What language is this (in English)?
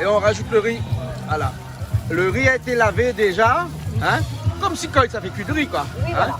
Réunion Creole French